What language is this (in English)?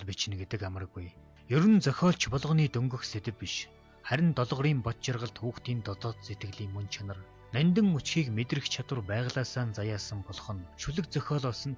Mongolian